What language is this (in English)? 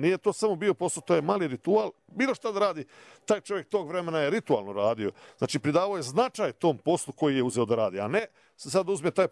Bosnian